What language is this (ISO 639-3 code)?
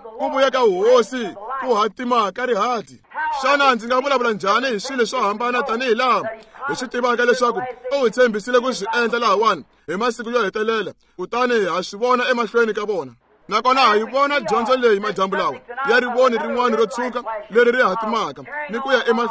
tso